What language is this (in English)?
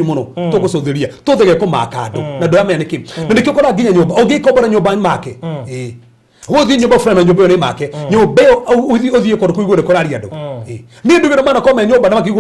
Kikuyu